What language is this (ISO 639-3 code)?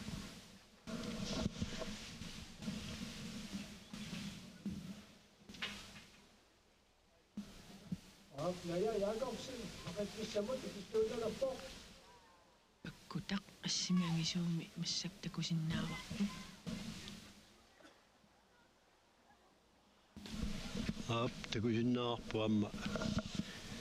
kal